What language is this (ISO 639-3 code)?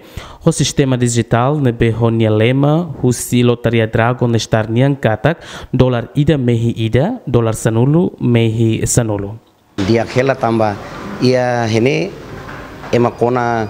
tet